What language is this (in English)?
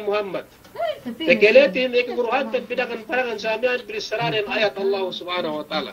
Yakan